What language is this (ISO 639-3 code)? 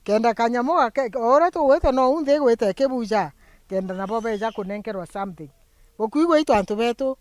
mer